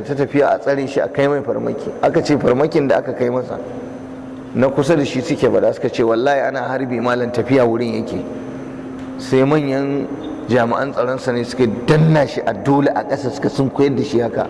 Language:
Hausa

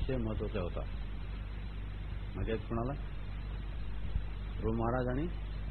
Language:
Marathi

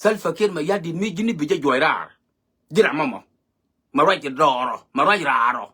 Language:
Nuer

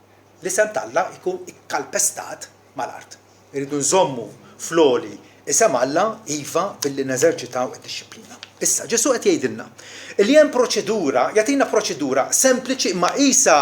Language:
Maltese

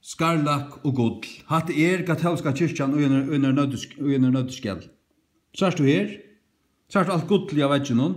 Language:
Faroese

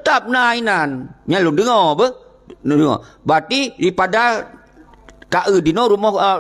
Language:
Achinese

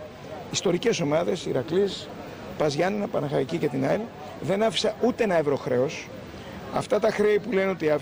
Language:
Greek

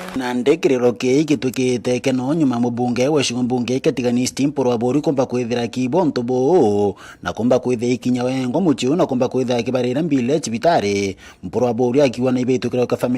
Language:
Meru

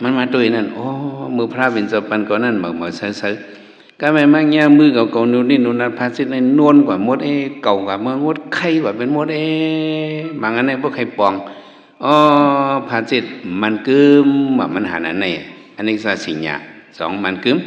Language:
Shan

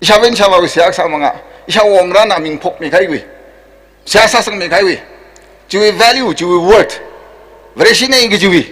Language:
Tangkhul Naga (India)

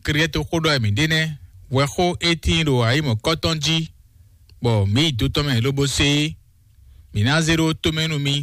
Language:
Fon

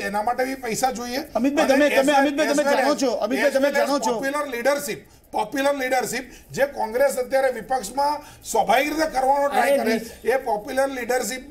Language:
Gujarati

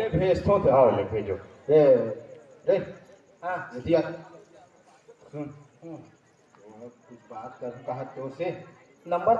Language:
Chhattisgarhi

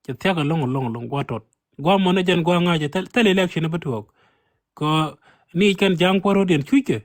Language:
Nuer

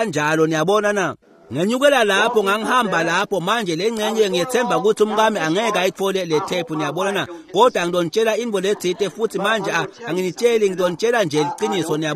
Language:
Swati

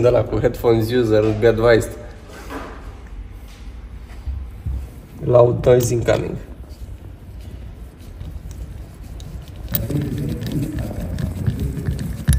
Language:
Romanian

